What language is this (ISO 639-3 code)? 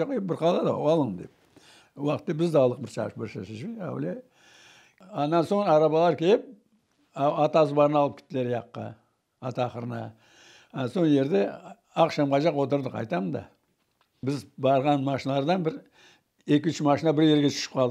crh